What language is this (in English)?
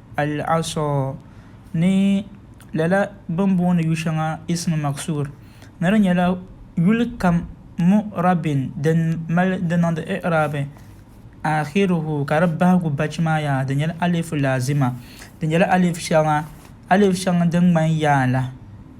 Dagbani